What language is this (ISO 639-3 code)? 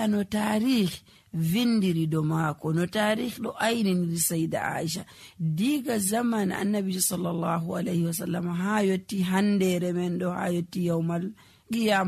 fuv